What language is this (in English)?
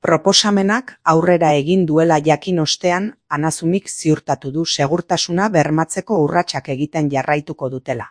Basque